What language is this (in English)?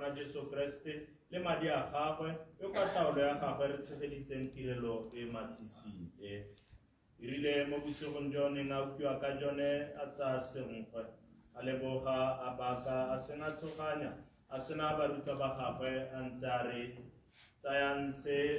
Tswana